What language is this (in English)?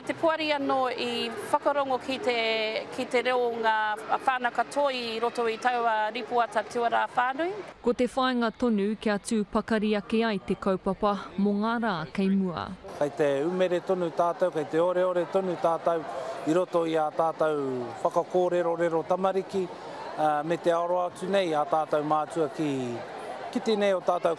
Māori